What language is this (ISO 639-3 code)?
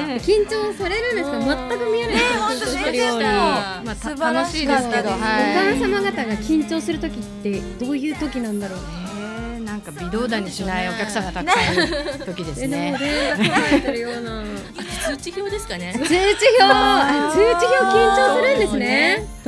jpn